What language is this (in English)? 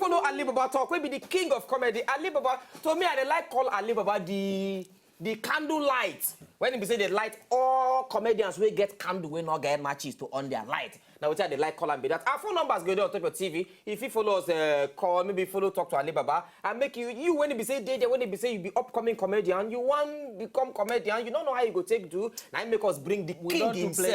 Nigerian Pidgin